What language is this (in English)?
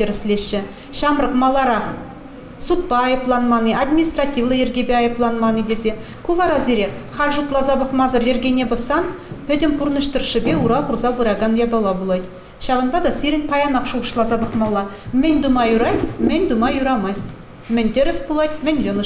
Chuvash